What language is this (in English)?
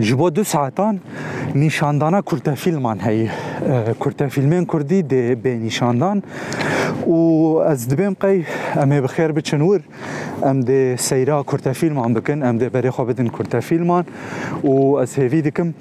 Kurdish